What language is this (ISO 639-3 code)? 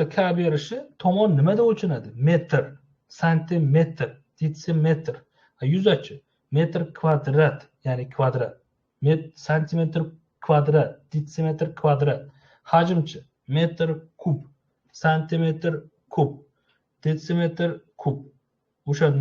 uzb